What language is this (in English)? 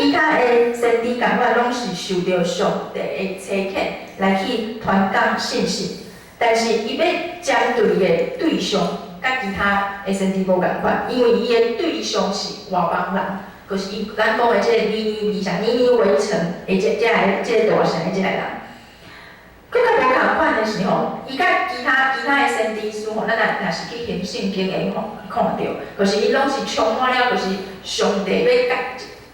Min Nan Chinese